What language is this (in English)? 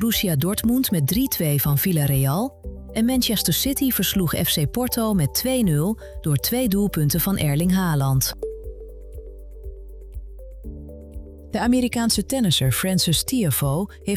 Dutch